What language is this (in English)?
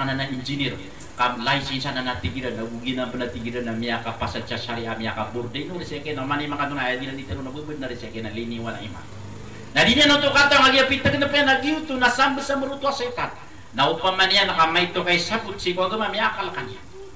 Maranao